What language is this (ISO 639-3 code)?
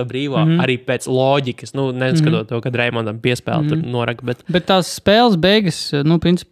lav